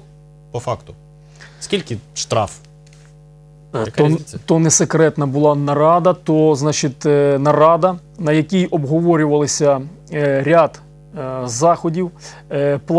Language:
Ukrainian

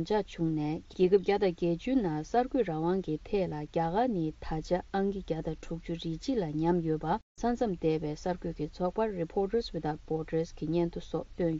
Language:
Tibetan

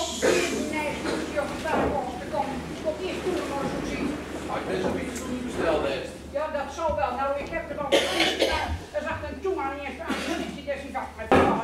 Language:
Gronings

